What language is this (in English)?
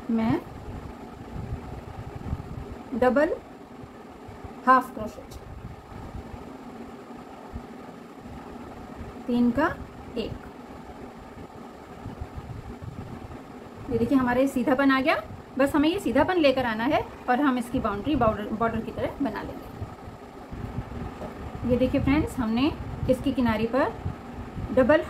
Hindi